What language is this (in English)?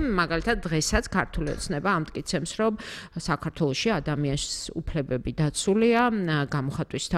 Georgian